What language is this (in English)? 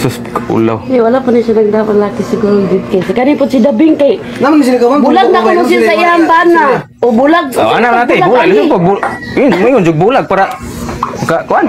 Cebuano